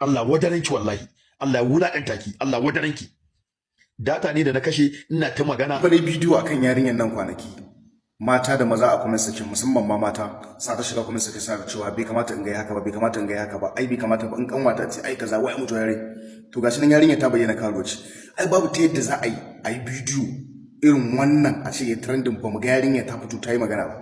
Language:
Hausa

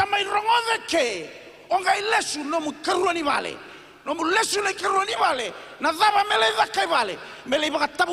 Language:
Fijian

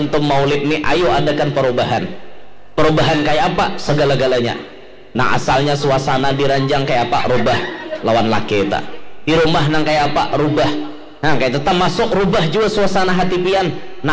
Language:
Banjar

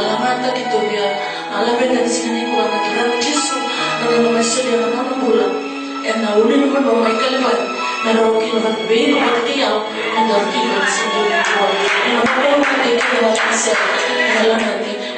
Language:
Fijian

